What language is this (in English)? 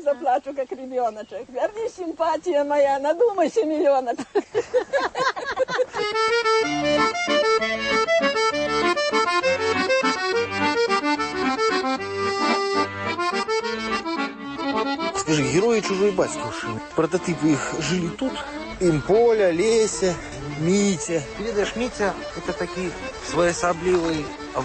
Belarusian